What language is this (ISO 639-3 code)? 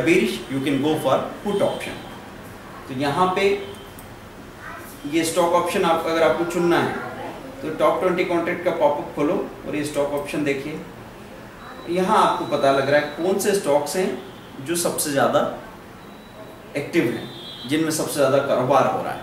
hin